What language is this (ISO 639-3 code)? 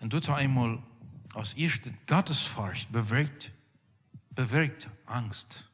pdt